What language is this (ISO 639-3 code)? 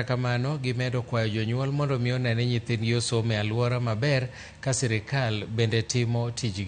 luo